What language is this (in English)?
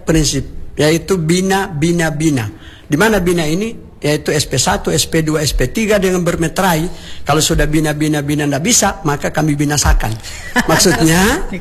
Indonesian